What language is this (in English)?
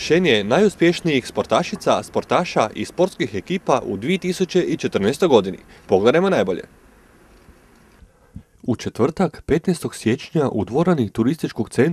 Croatian